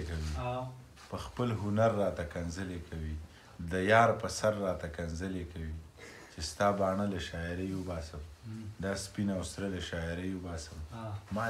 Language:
Pashto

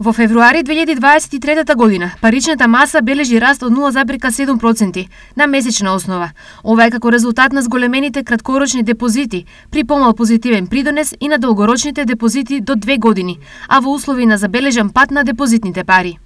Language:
Macedonian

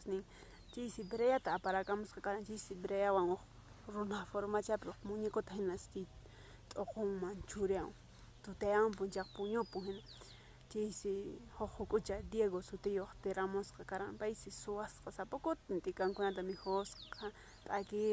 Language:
Quechua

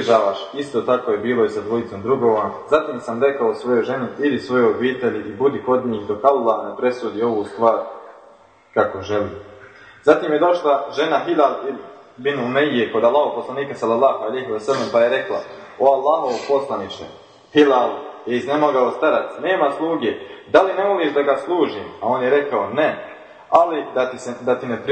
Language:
Bosnian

